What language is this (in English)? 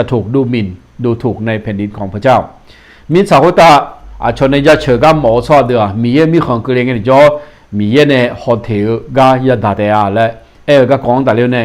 Akha